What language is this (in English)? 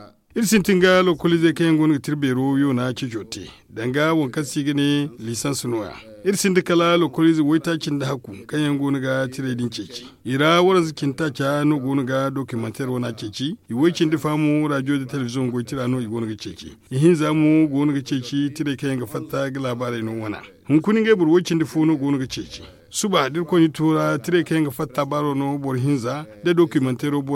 Zarma